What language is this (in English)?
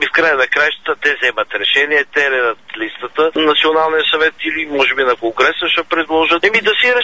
Bulgarian